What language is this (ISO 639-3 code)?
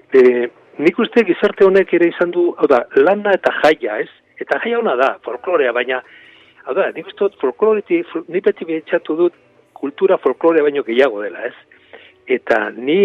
eus